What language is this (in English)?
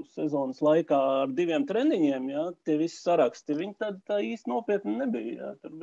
Latvian